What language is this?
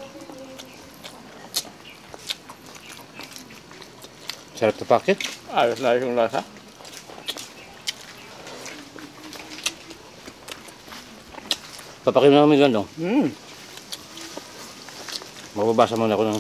Filipino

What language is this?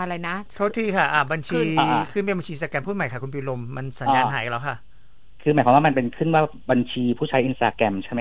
Thai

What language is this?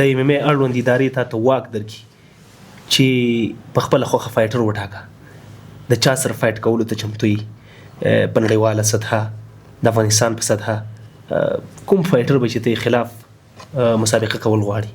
Pashto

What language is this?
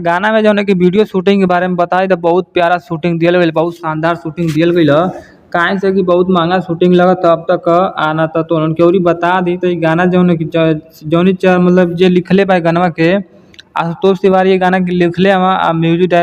Bhojpuri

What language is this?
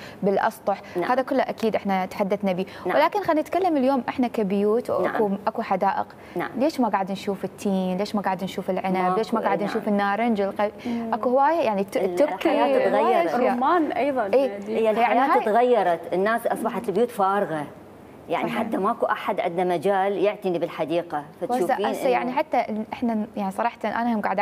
Mesopotamian Arabic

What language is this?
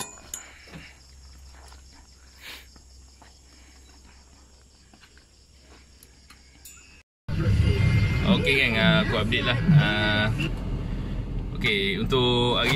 Malay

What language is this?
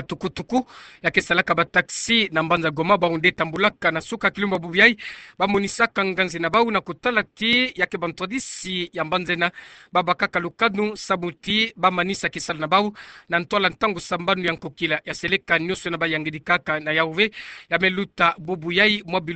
Kituba (Democratic Republic of Congo)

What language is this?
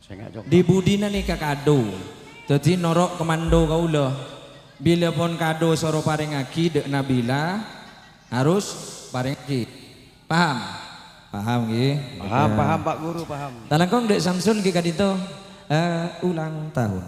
Madurese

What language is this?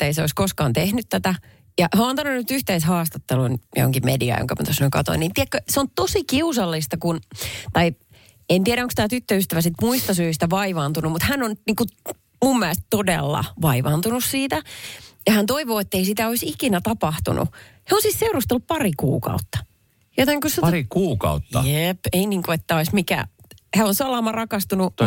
Finnish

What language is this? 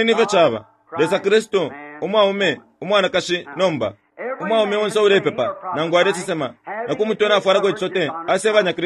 Bemba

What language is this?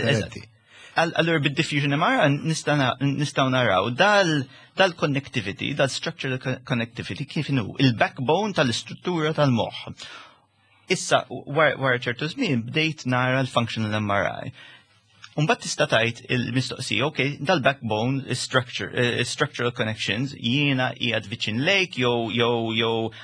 Maltese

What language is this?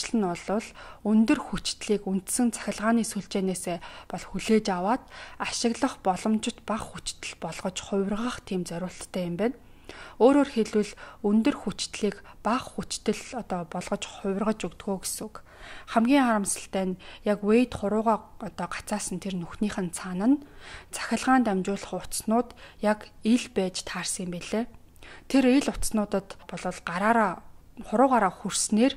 Mongolian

